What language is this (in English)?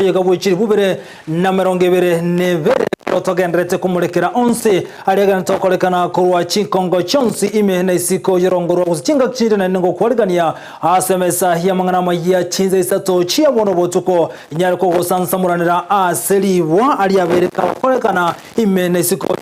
Gusii